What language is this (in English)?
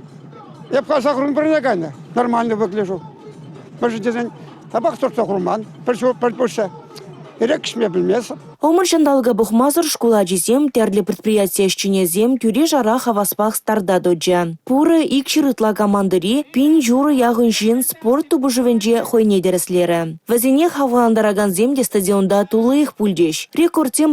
Chuvash